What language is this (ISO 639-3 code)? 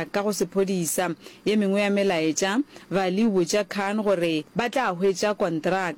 nso